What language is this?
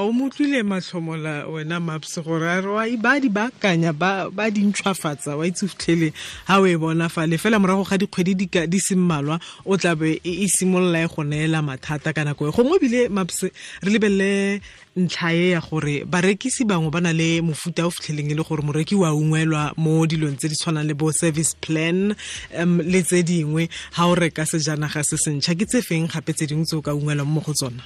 Tswana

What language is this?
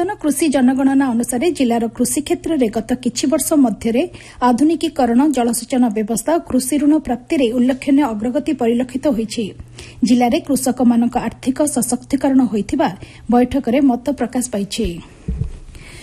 Odia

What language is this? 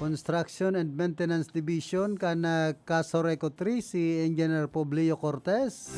Bikol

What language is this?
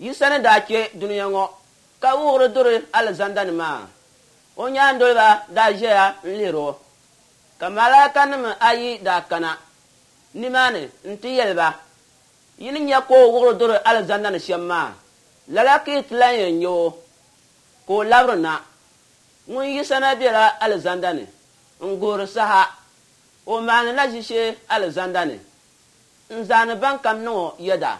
Dagbani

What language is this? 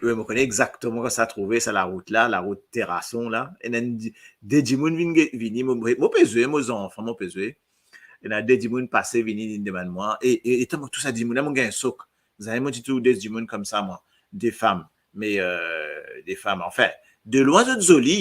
Morisyen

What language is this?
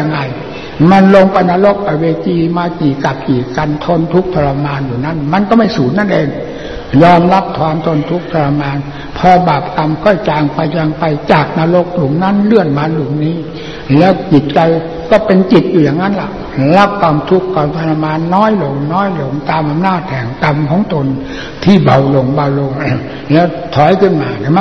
Thai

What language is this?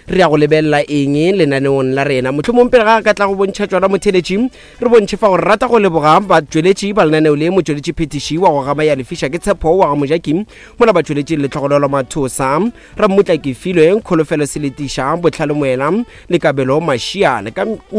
Northern Sotho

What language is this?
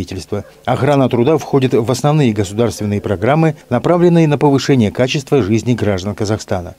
Russian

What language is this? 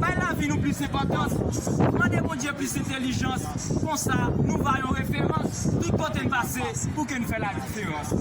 Haitian Creole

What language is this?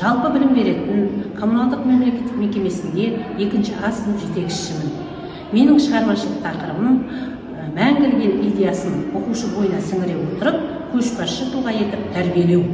Kazakh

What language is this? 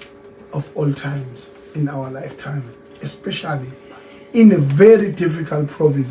Zulu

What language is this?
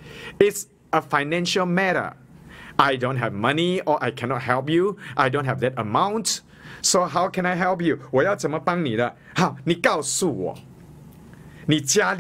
Chinese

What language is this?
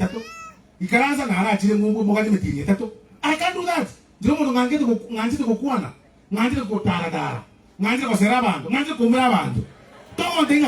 Gusii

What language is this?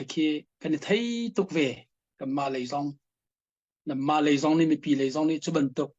Hakha Chin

